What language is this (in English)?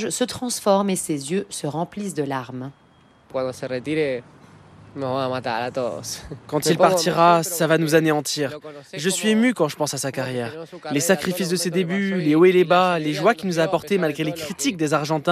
French